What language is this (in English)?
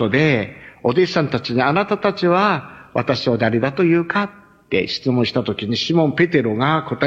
Japanese